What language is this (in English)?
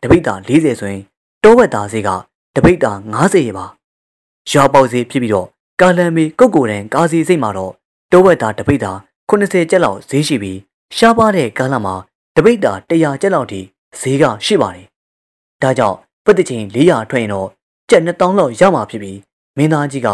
Burmese